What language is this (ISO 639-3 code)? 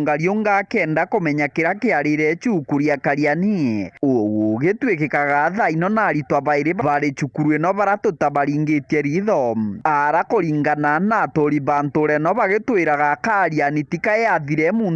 mer